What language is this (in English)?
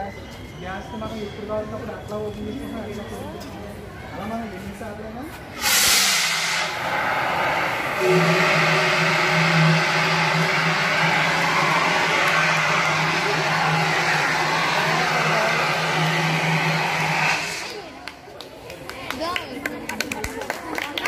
Telugu